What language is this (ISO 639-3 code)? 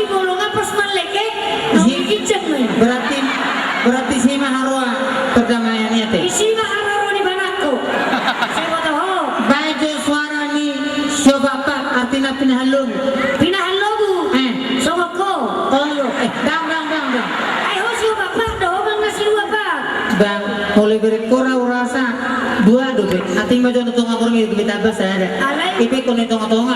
bbc